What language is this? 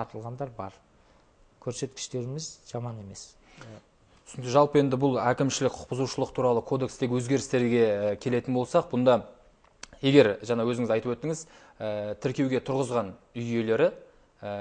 Kazakh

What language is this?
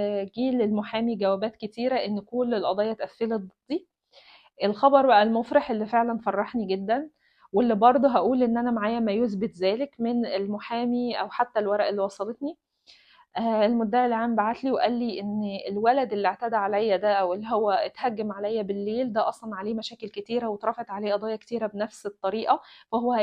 Egyptian Arabic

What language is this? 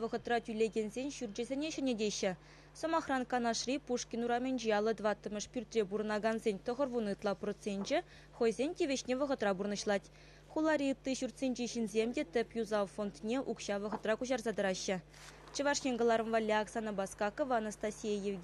Chuvash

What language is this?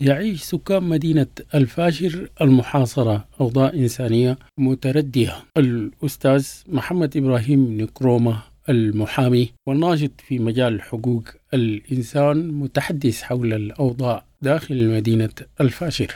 Sudanese Arabic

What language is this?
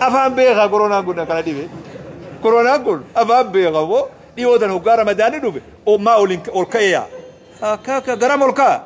Oromo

